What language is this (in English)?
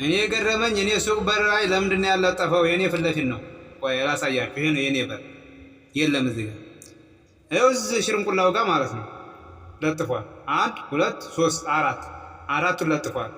Amharic